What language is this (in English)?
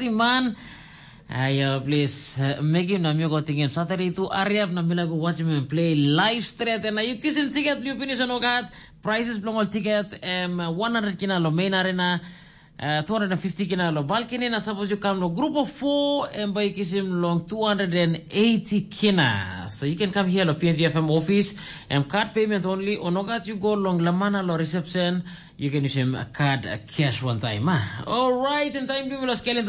Tok Pisin